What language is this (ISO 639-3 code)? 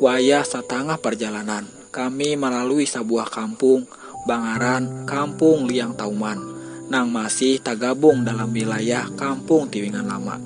bjn